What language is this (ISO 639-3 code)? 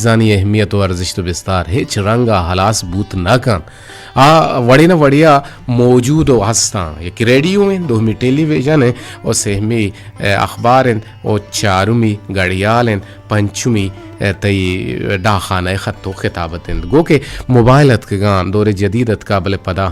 bgp